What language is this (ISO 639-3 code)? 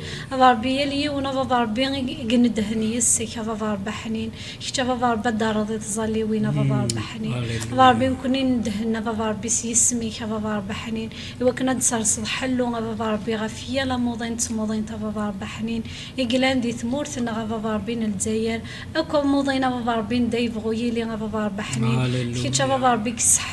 kab